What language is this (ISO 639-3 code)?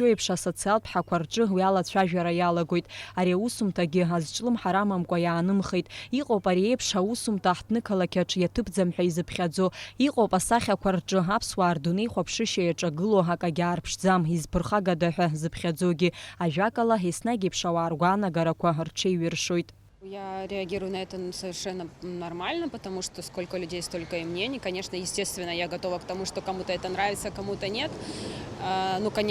abk